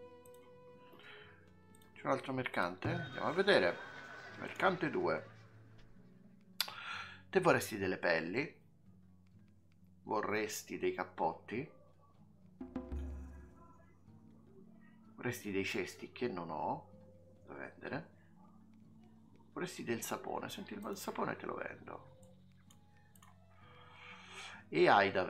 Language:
Italian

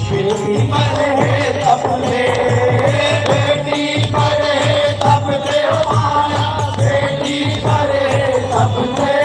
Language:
Chhattisgarhi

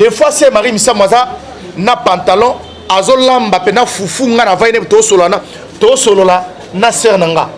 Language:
Lingala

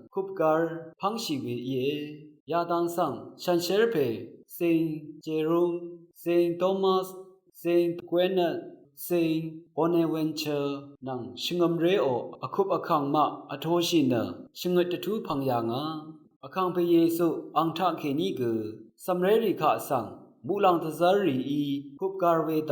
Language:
Rawang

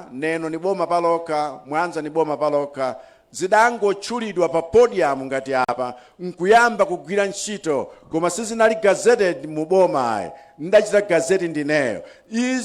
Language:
Nyanja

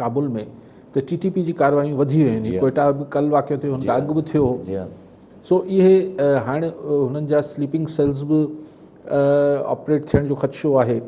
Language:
Sindhi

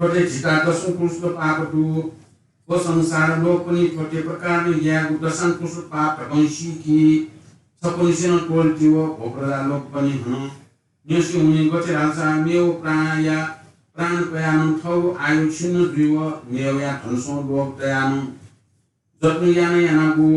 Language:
Newari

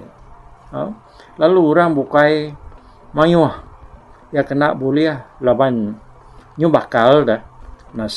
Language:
Iban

